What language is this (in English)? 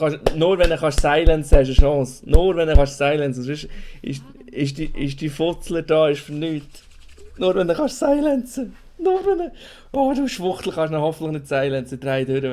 Swiss German